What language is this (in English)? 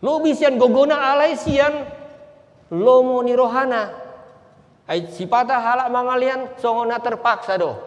Batak Toba